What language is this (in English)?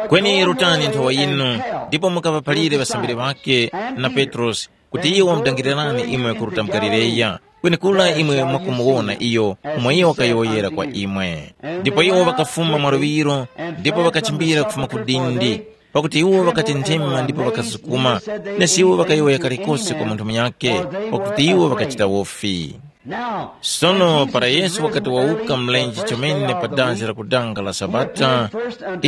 Tumbuka